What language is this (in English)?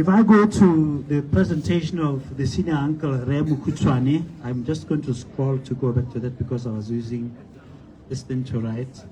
Tswana